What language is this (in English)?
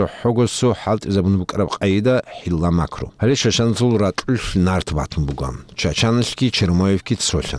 Avaric